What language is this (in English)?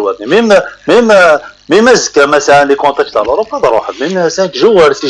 Kabyle